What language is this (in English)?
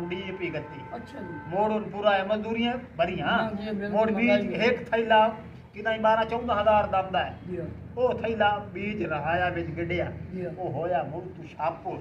Saraiki